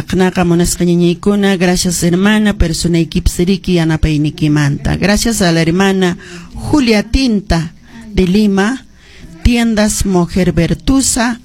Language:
Quechua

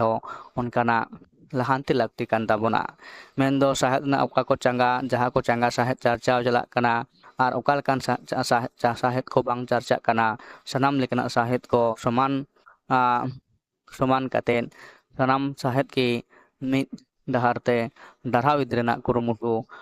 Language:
Santali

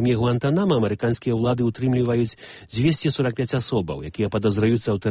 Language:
Belarusian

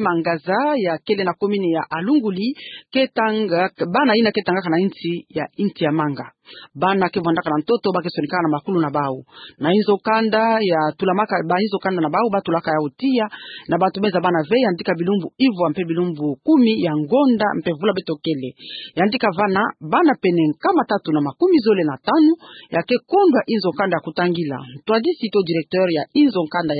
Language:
Kituba (Democratic Republic of Congo)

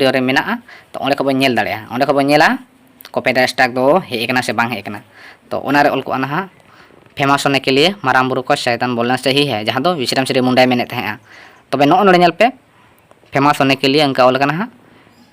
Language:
Santali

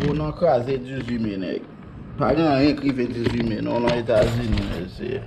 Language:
Haitian Creole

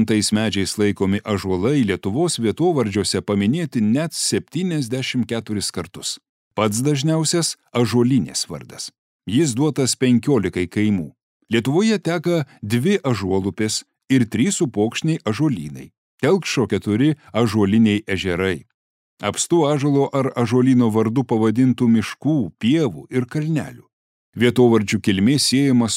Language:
Lithuanian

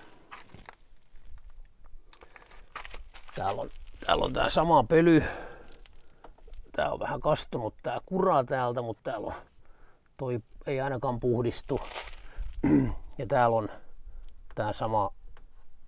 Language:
Finnish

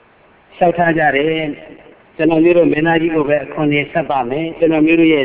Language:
Burmese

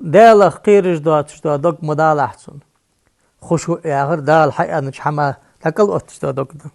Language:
Ingush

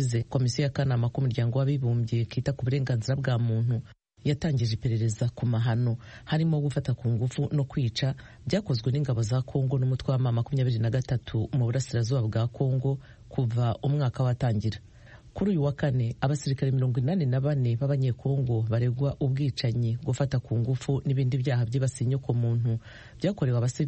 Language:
Kinyarwanda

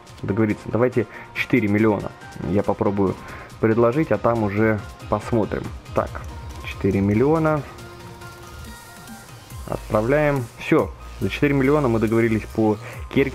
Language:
Russian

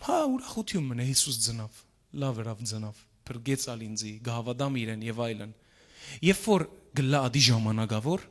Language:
Western Armenian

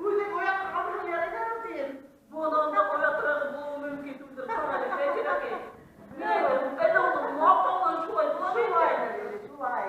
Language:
Bashkir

